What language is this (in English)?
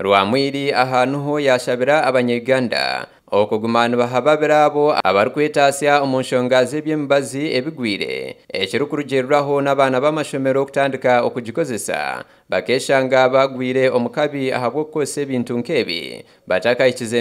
Nyankole